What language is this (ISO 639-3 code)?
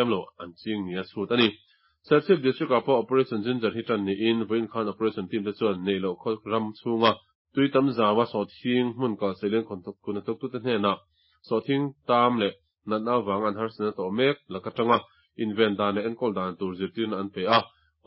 lus